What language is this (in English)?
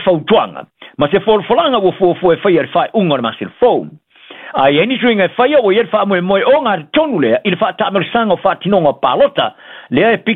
Samoan